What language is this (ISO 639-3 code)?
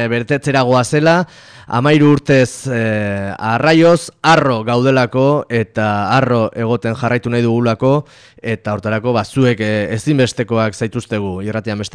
eus